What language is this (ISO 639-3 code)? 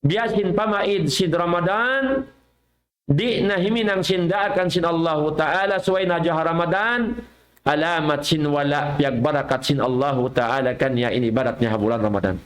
tsg